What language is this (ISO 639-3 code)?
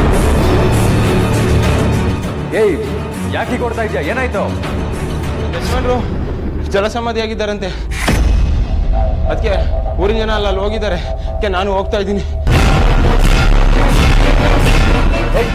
kan